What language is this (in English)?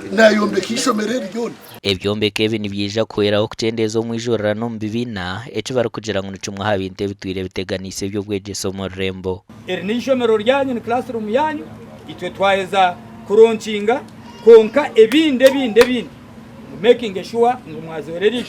Nyankole